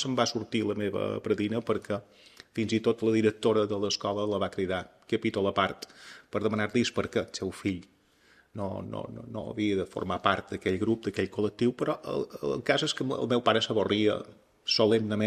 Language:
Catalan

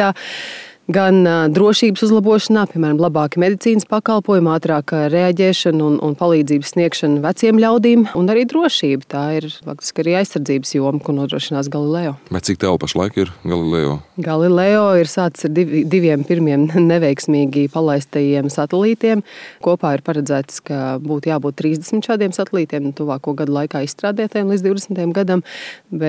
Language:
Latvian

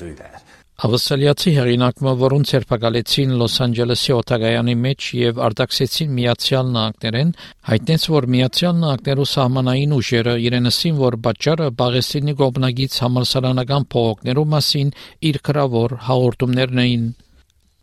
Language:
Armenian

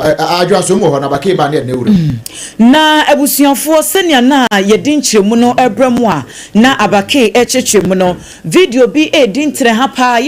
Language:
Akan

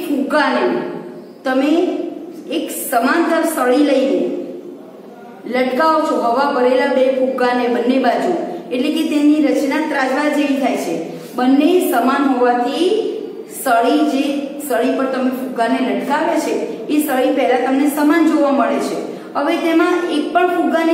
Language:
Gujarati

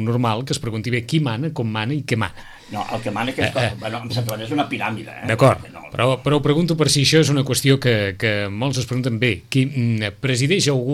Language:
Catalan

